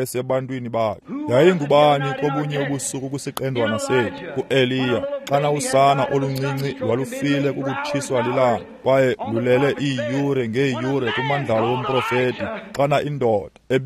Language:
Xhosa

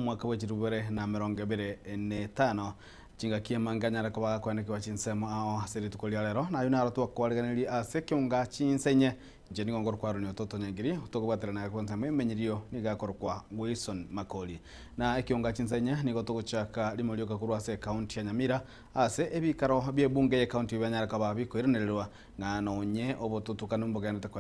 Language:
Gusii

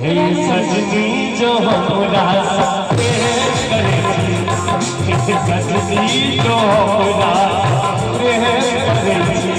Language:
Maithili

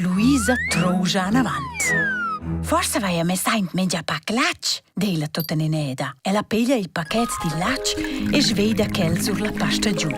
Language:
Romansh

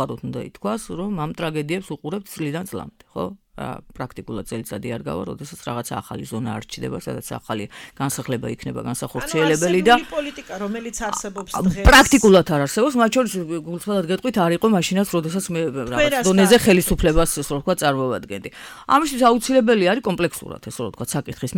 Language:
Georgian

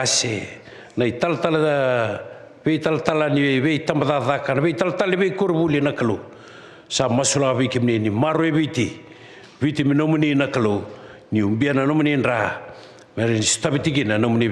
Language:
Fijian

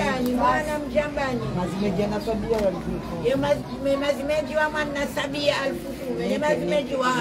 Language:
Swahili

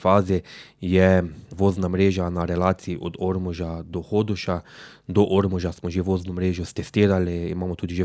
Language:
Slovenian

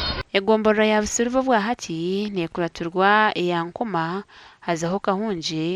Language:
Nyankole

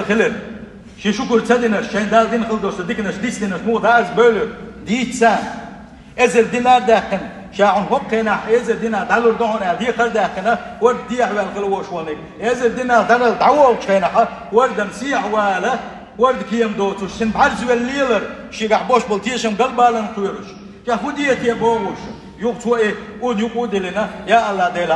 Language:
Chechen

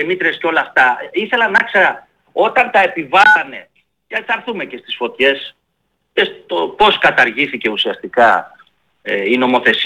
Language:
Greek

